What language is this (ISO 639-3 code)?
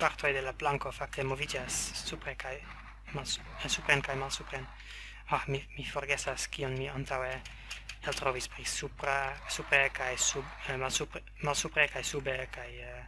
epo